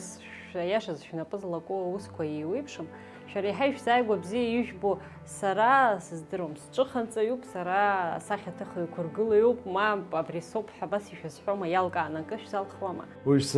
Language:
Abkhazian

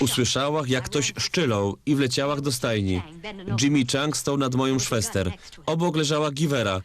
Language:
Silesian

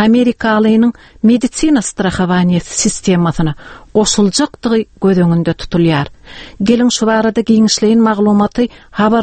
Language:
Turkmen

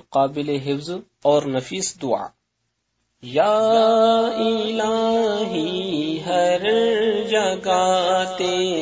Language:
Urdu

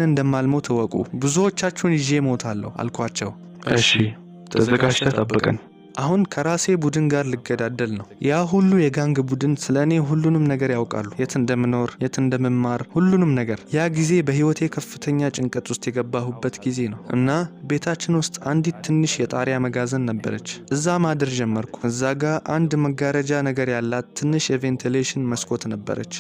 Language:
Amharic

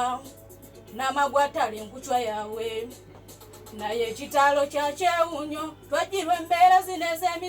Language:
Ganda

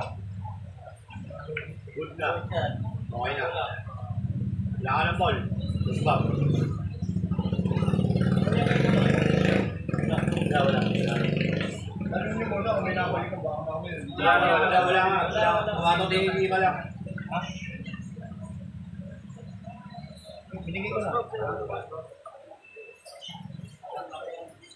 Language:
Filipino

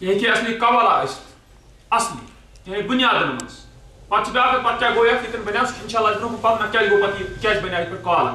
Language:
Kashmiri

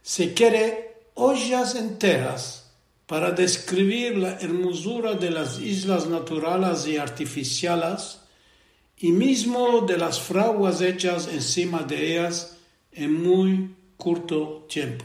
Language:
Ladino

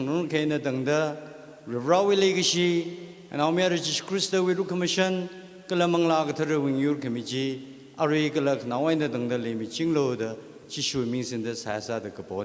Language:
Tangkhul Naga (India)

